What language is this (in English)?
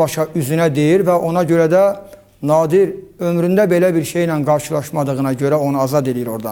Azerbaijani